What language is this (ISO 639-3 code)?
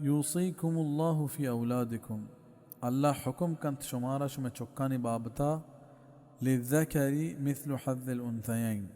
bal